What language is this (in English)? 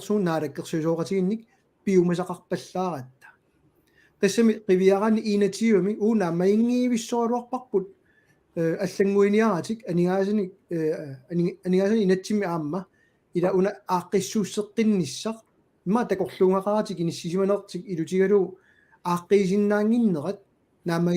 Kalaallisut